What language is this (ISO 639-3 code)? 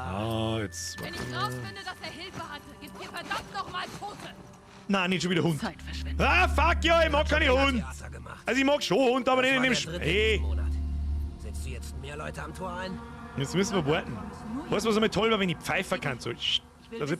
bar